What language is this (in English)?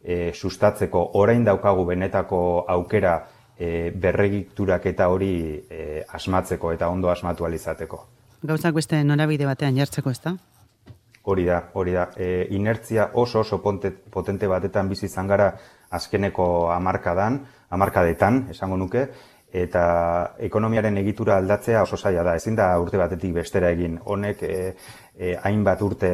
Basque